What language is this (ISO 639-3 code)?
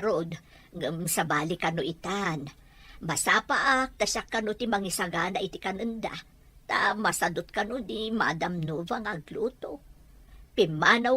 ilo